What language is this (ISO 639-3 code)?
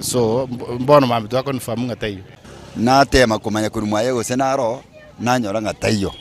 guz